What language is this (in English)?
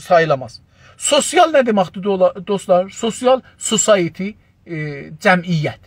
South Azerbaijani